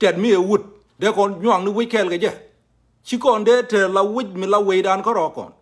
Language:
Nuer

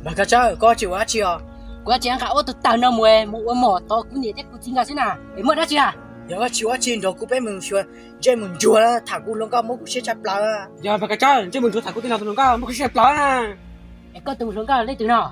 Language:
Hmong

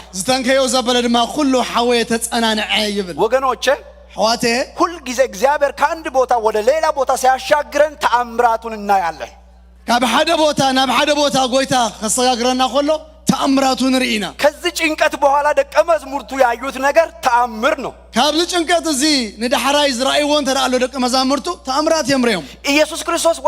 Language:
Tigrinya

